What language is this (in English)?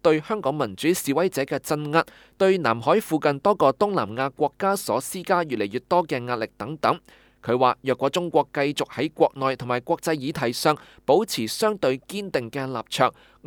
Cantonese